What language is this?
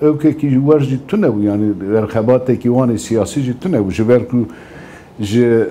Kurdish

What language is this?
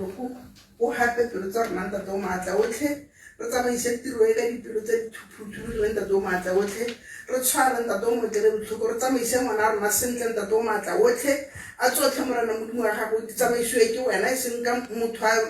Tswana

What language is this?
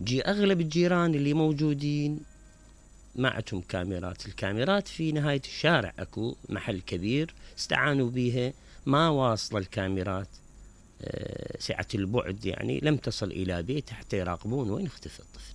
Mesopotamian Arabic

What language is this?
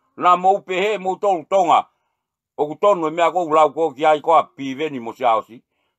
Tongan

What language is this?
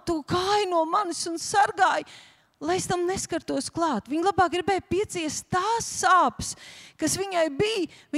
Latvian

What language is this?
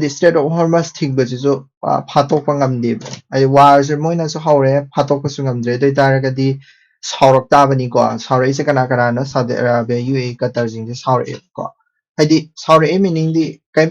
Manipuri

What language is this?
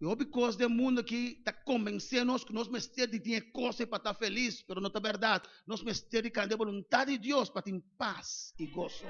Papiamento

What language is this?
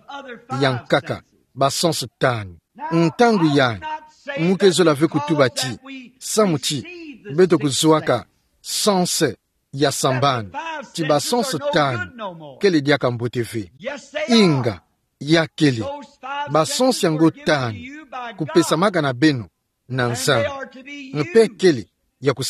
Kituba (Democratic Republic of Congo)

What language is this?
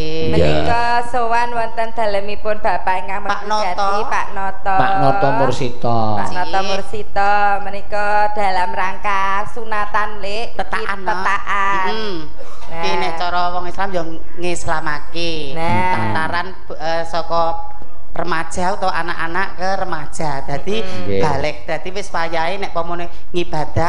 Javanese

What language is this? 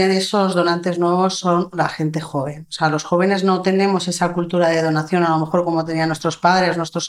Spanish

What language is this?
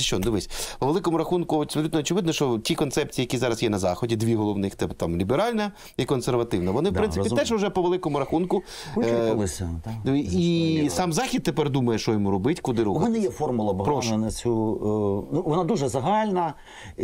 Ukrainian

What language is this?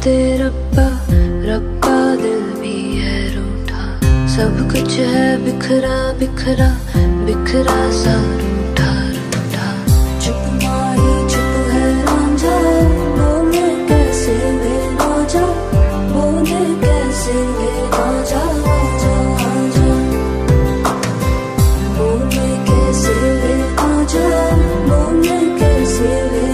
Hindi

